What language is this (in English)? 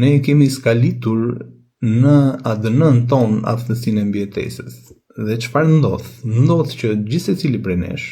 Albanian